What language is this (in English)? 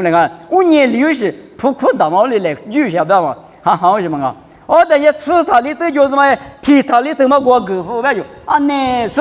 Lisu